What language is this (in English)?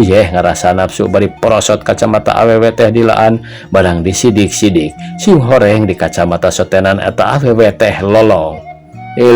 Sundanese